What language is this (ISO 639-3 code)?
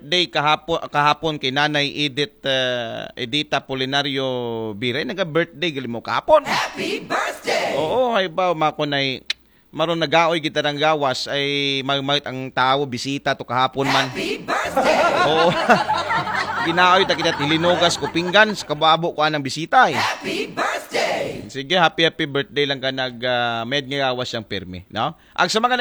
akl